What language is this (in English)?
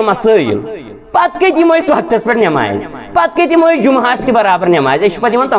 Kashmiri